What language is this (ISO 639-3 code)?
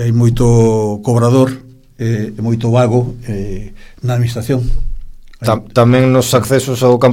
glg